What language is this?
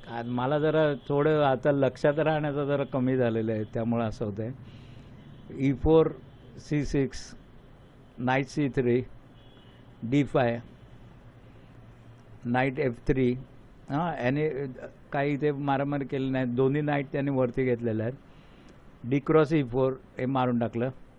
Marathi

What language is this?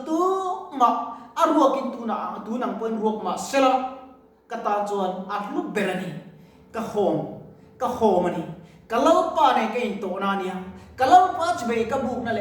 Mizo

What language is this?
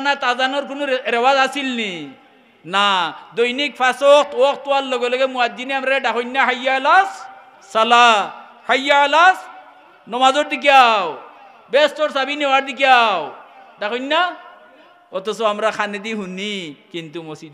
Sylheti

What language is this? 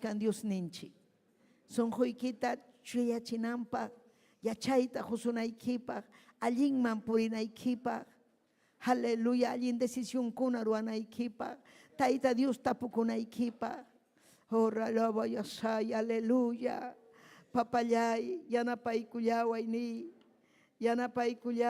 Ayacucho Quechua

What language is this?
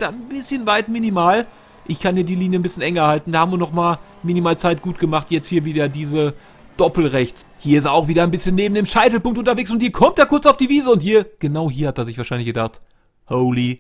German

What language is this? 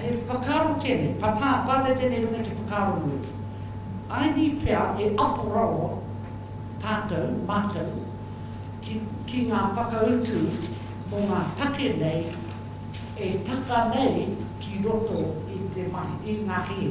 Māori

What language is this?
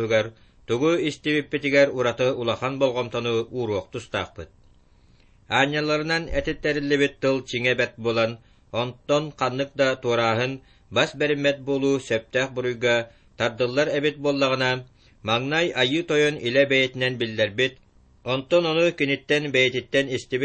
Yakut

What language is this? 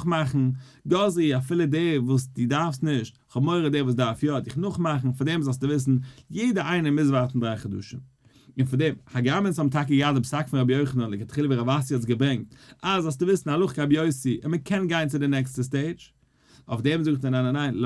Yiddish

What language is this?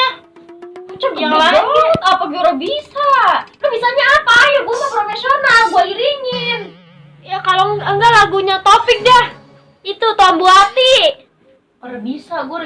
Betawi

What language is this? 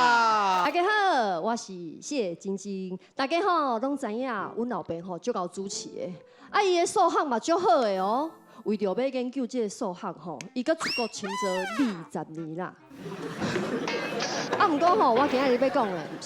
Min Nan Chinese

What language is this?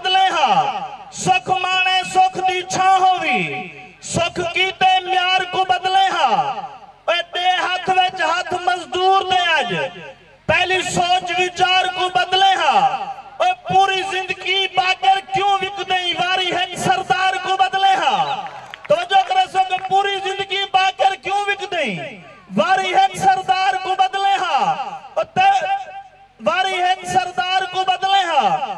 Saraiki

